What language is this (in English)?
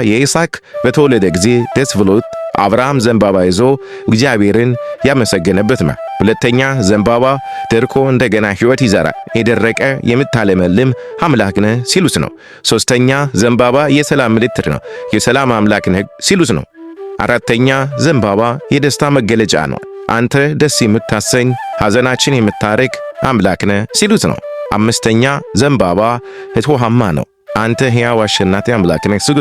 Amharic